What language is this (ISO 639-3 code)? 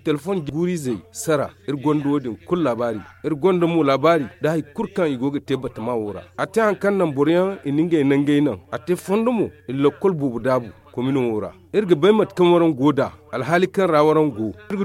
dje